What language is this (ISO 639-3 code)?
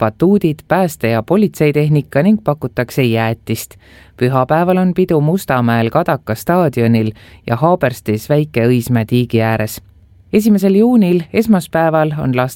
est